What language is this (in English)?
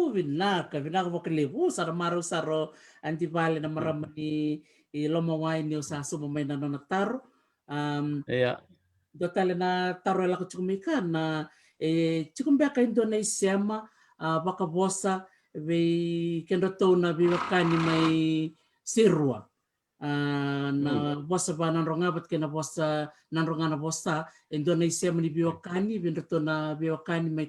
Fijian